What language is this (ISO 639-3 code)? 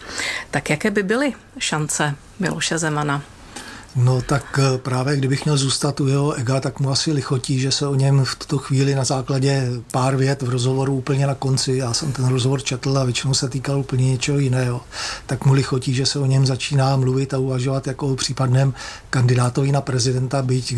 ces